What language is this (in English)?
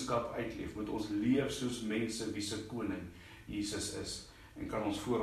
Afrikaans